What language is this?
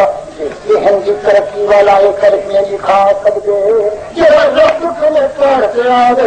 Saraiki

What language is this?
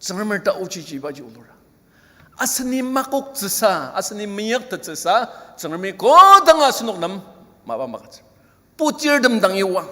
Ao Naga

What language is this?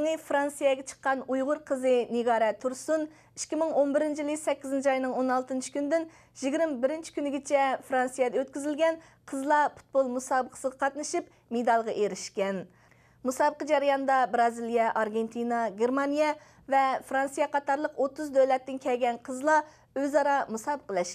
Uyghur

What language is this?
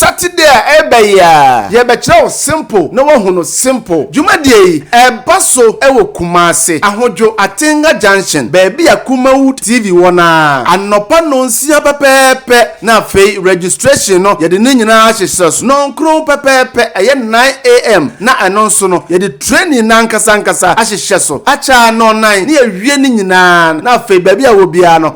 Akan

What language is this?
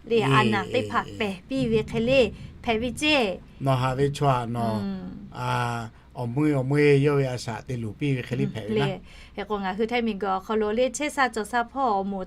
Lahu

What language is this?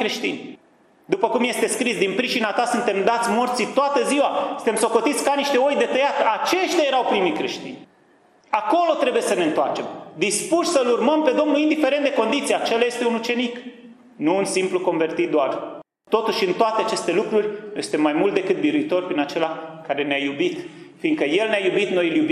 Romanian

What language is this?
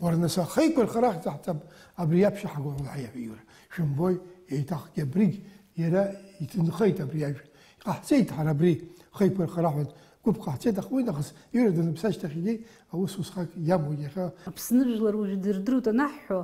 Abkhazian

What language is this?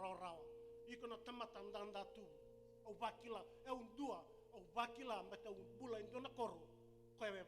Fijian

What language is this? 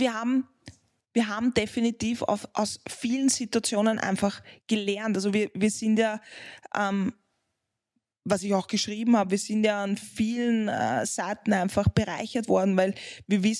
German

